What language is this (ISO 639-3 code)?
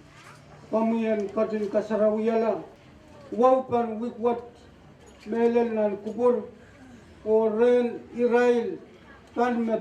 pon